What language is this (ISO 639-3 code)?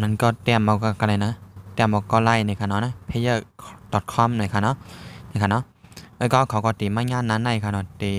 shn